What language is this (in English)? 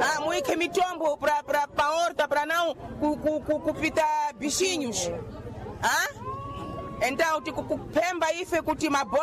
Sena